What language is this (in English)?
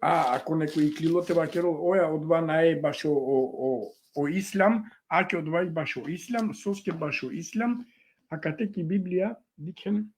Balkan Romani